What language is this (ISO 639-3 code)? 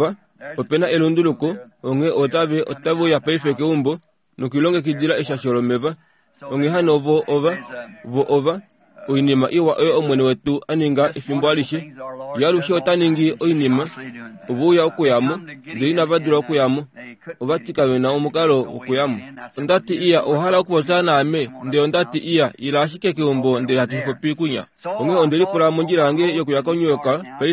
kua